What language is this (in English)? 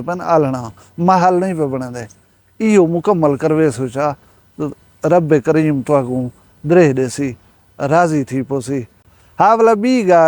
Saraiki